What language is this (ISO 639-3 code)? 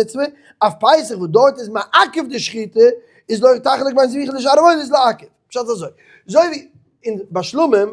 yid